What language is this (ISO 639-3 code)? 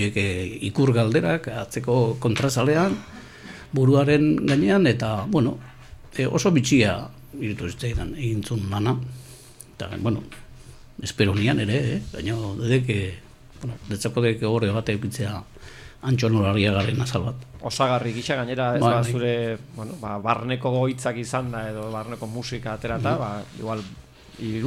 eus